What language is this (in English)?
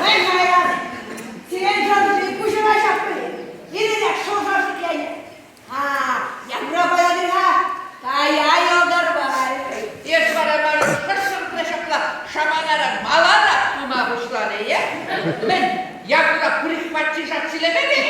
Chuvash